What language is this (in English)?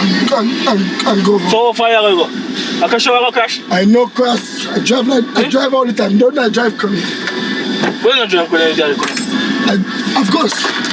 Jamaican Creole English